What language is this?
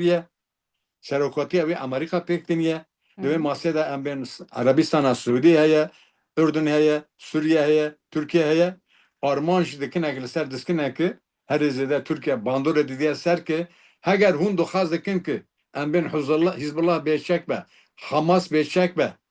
Kurdish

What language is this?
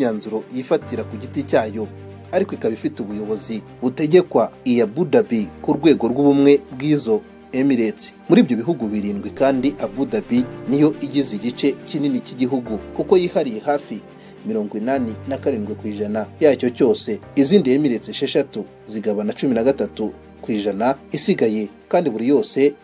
Kinyarwanda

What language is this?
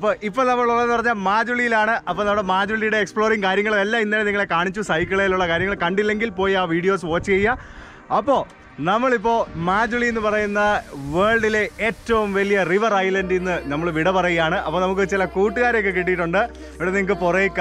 Malayalam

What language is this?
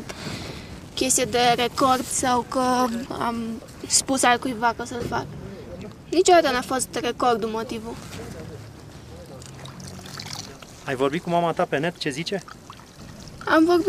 Romanian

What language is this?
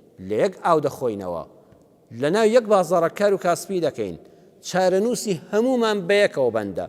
Central Kurdish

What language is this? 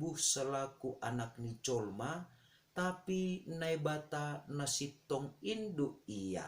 Batak Simalungun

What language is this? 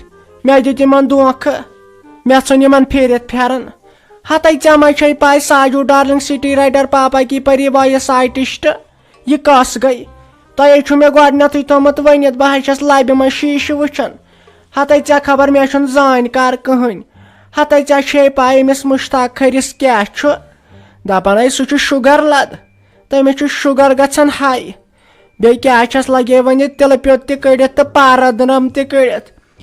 Kashmiri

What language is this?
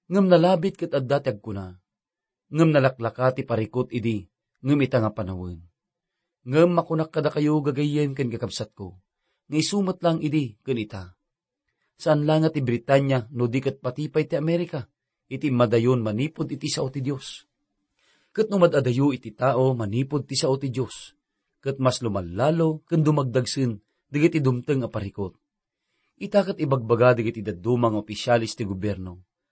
Iloko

